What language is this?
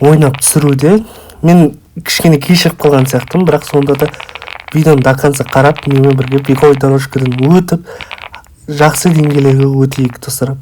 Kazakh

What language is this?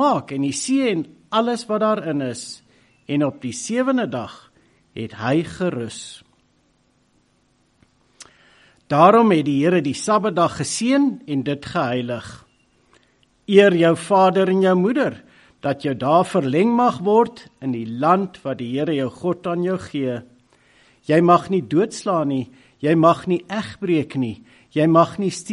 Afrikaans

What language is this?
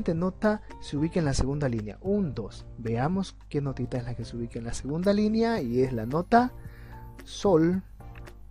Spanish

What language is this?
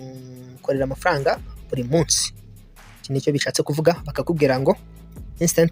Kinyarwanda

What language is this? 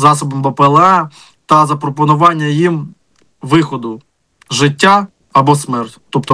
Ukrainian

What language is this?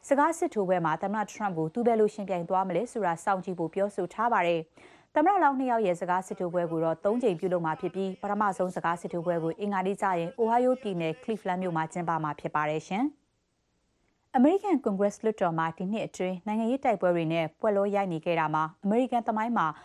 Burmese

